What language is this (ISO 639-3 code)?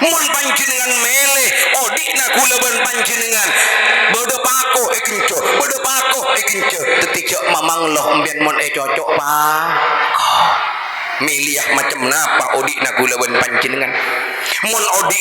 mad